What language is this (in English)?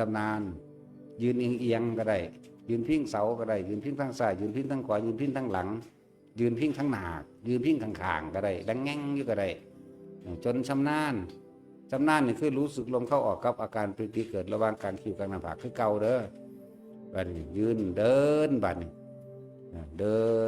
Northeastern Thai